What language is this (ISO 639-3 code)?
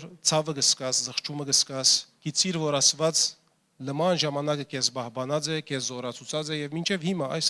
hyw